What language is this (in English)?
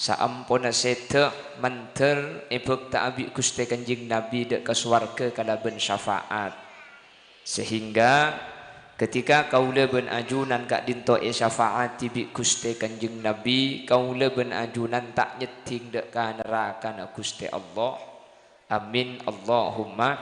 Madurese